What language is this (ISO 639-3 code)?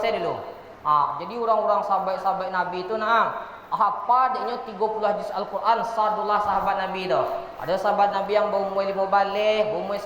min